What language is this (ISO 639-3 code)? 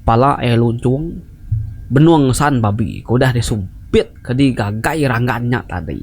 iba